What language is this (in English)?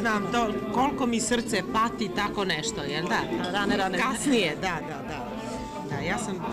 Serbian